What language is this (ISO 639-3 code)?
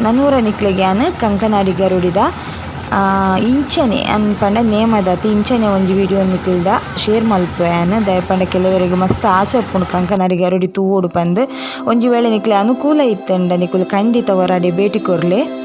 tcy